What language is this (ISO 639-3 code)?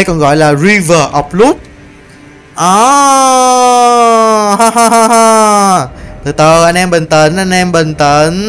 vie